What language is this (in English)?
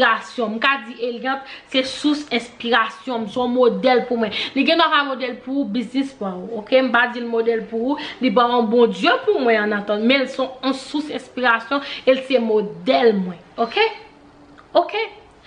Haitian Creole